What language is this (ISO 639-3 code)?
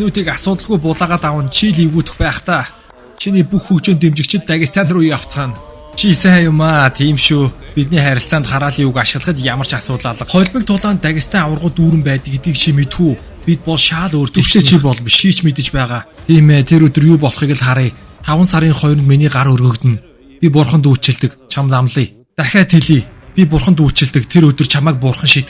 mon